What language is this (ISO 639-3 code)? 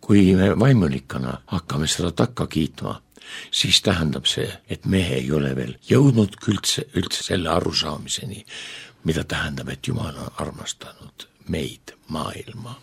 est